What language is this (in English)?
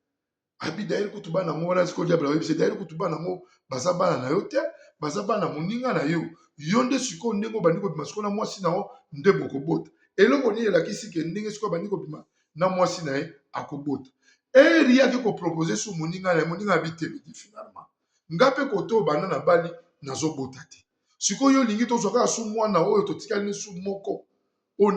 Lingala